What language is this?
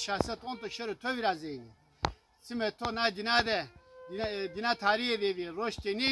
Zaza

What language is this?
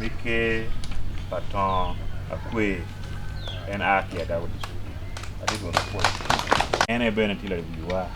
Acoli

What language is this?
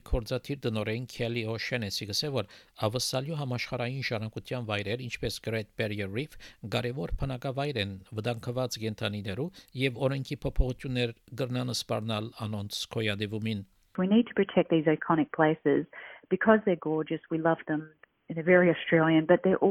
Armenian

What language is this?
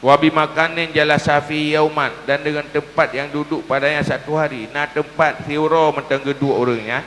Achinese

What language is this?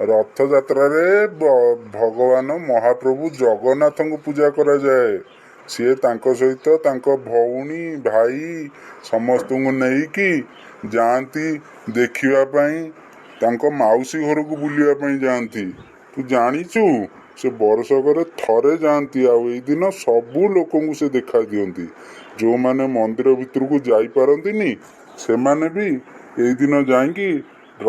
Odia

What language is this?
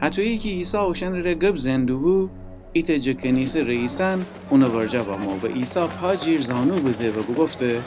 Gilaki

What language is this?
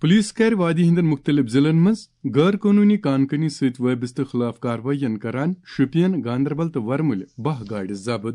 Kashmiri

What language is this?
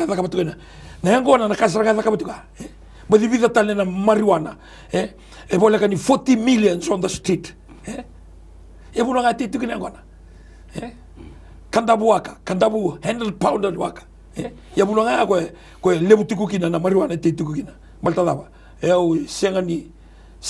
Fijian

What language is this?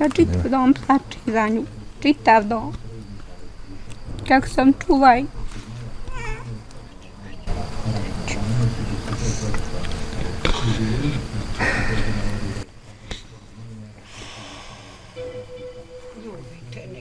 Bosnian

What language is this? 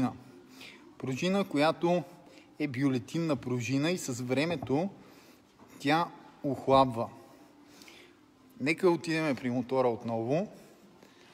Bulgarian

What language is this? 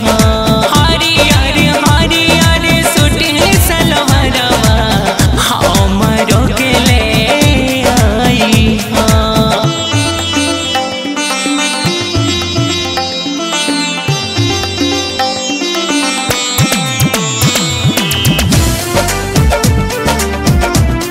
Bhojpuri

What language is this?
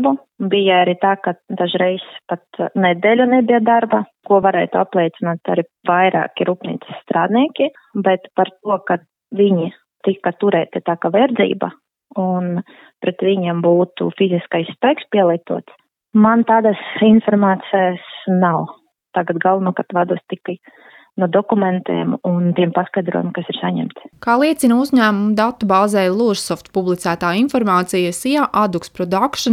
Latvian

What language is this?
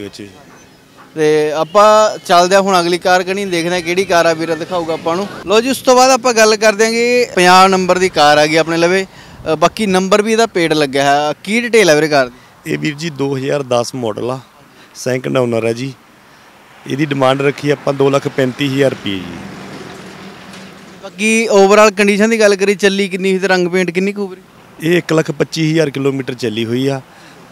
Punjabi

